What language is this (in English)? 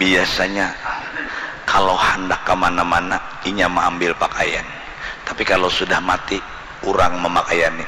Banjar